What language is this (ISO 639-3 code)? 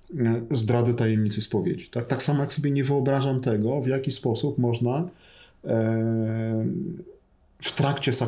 pol